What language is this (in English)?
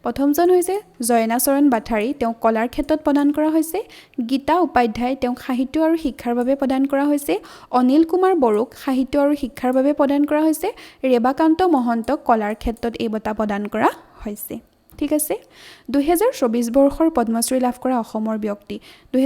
Assamese